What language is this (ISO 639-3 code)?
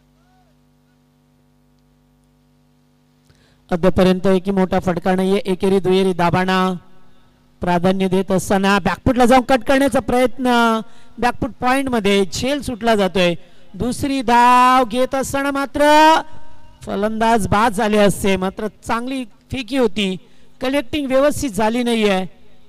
mar